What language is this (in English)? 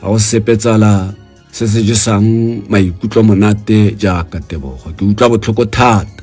Tswana